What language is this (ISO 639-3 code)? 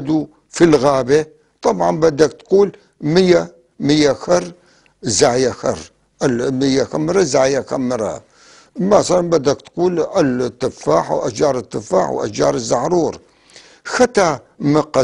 apc